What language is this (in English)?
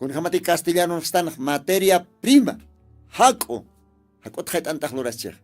Aymara